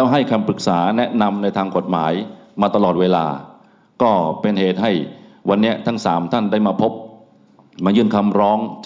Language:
Thai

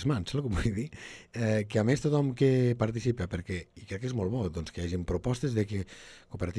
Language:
Catalan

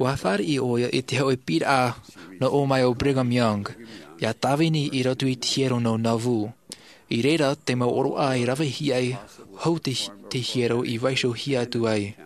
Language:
Tahitian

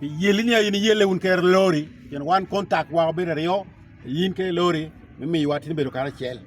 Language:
Lango (Uganda)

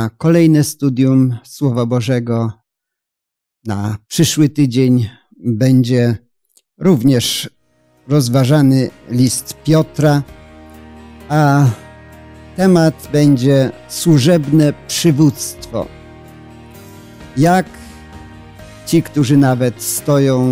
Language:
Polish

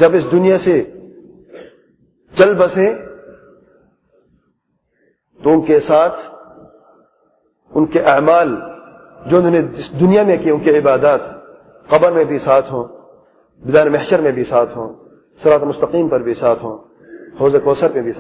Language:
Urdu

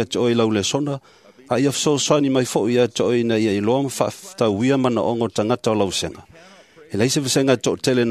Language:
Samoan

